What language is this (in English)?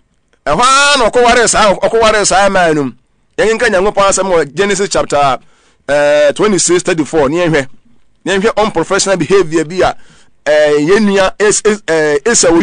Akan